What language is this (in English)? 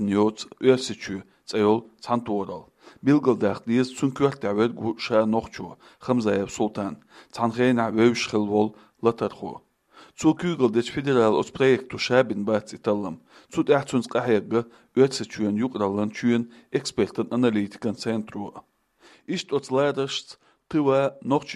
Chechen